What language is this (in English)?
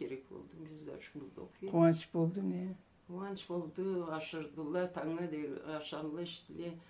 Karachay-Balkar